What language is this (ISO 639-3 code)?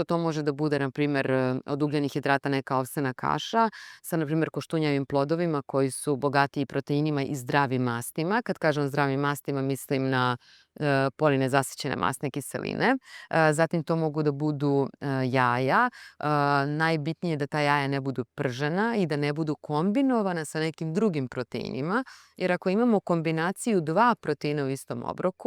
srp